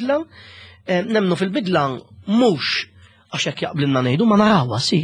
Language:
Maltese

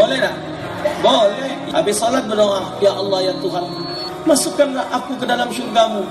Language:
Musi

